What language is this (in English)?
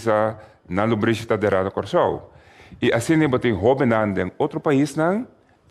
Papiamento